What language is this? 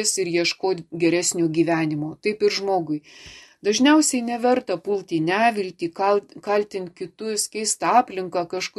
Lithuanian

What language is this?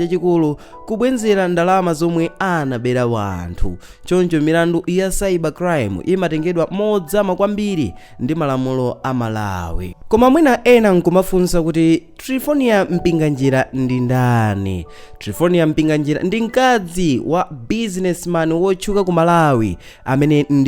Nyanja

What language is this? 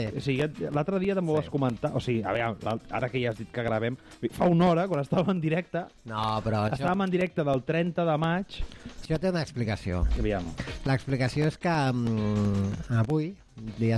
Catalan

